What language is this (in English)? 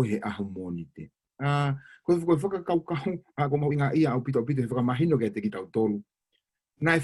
Tongan